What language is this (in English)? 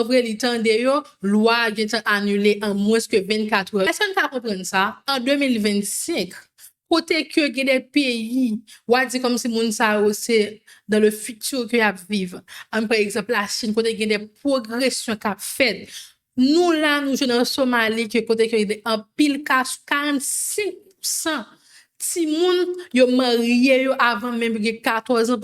Haitian Creole